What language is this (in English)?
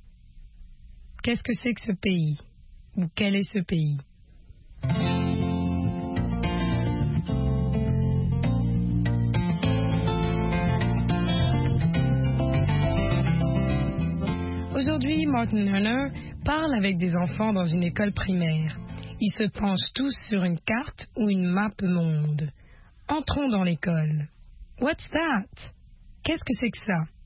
French